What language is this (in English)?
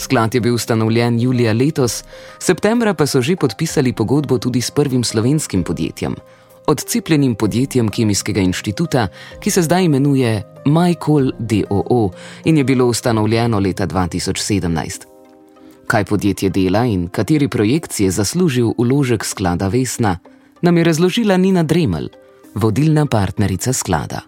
Slovenian